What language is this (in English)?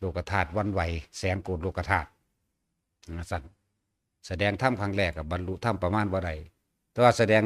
Northeastern Thai